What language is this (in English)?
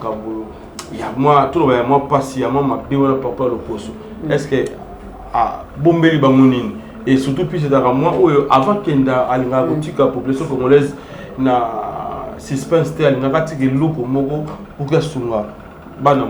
Lingala